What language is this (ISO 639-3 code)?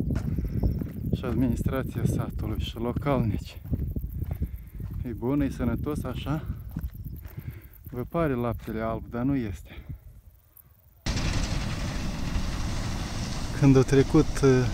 ron